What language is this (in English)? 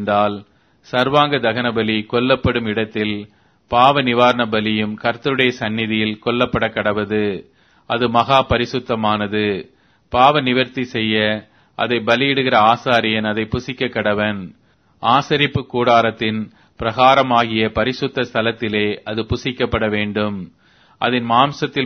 Tamil